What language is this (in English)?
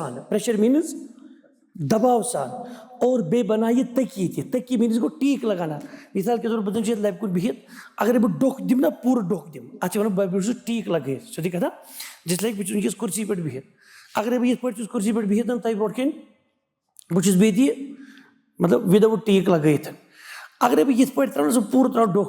Kashmiri